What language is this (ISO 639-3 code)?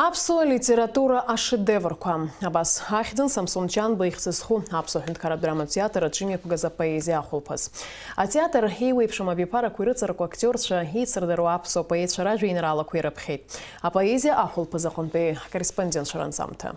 abk